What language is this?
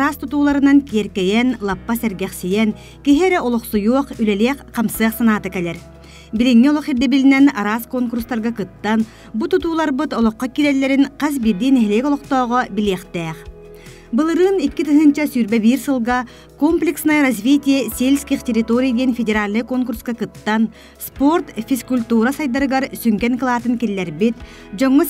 Yakut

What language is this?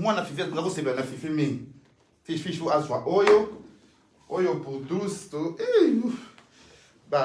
Lingala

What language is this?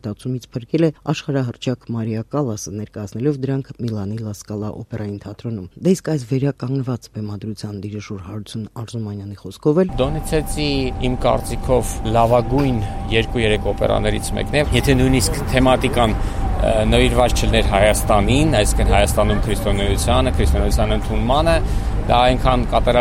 Armenian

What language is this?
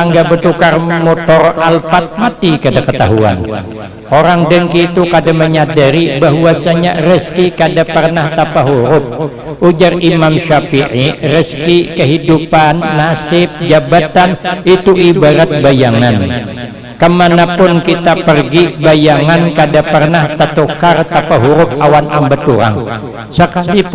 Banjar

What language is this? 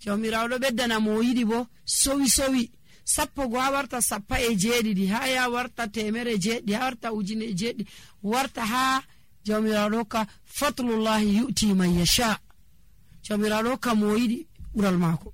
Nigerian Fulfulde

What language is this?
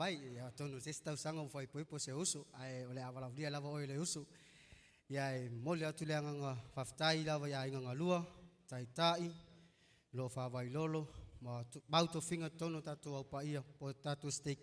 Samoan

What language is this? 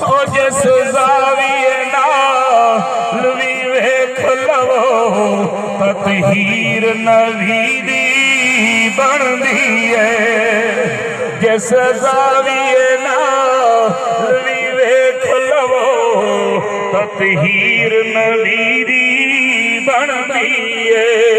Saraiki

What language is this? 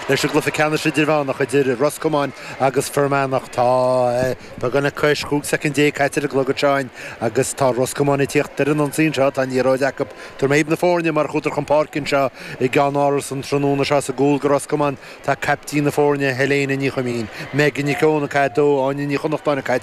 Irish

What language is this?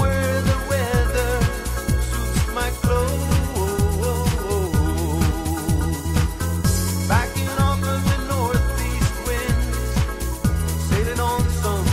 English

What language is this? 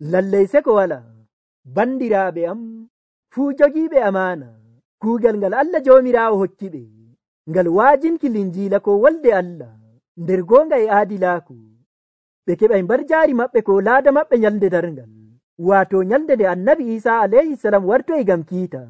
Nigerian Fulfulde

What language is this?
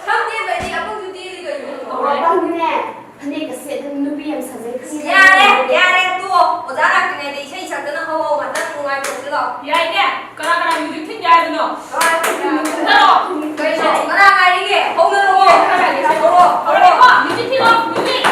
Manipuri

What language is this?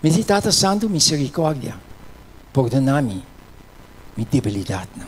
Papiamento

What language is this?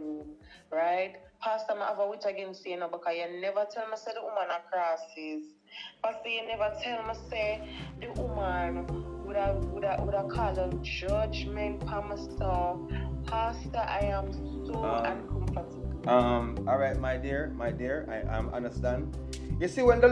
Jamaican Creole English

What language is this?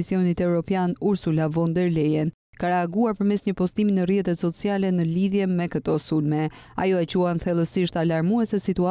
Albanian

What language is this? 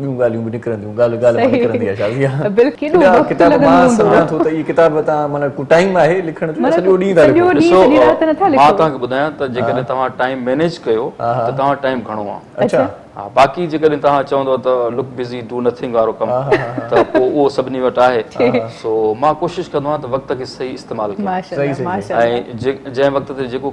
Sindhi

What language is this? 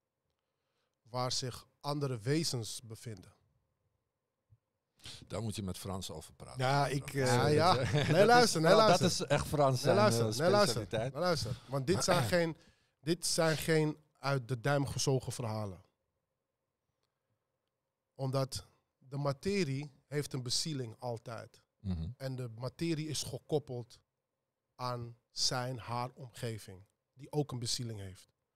Dutch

